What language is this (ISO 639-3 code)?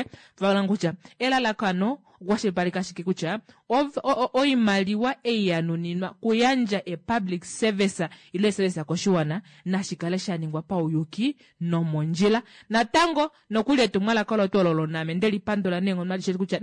kua